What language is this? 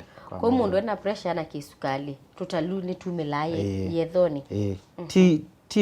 Kamba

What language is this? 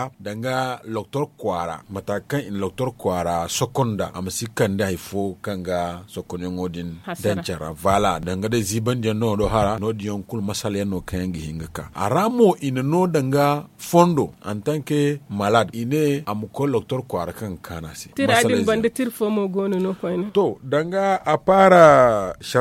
Zarma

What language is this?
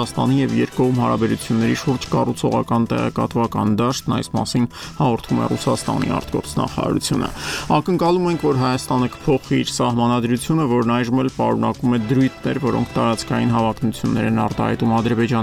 Armenian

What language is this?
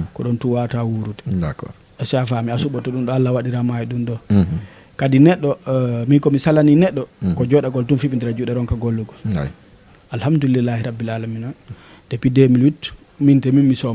Fula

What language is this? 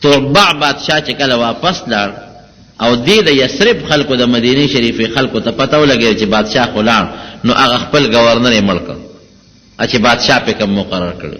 Pashto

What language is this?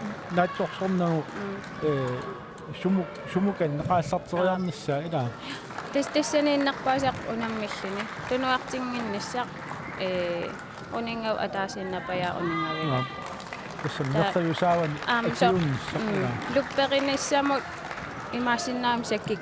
Kalaallisut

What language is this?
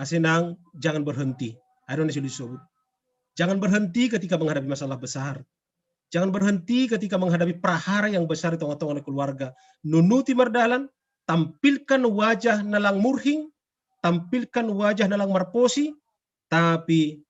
Batak Simalungun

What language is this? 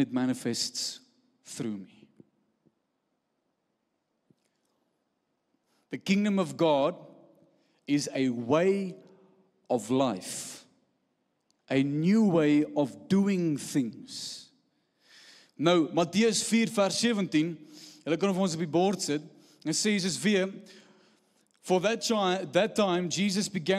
Afrikaans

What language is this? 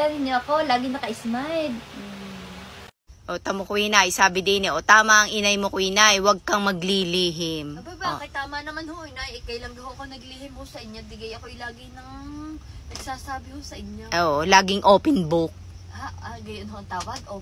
Filipino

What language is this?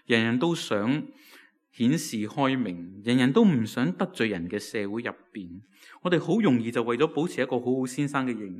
Cantonese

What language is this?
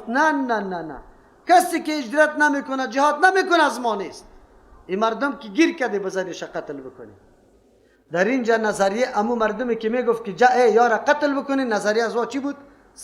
Persian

